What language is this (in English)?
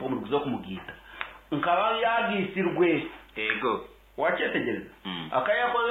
Nyankole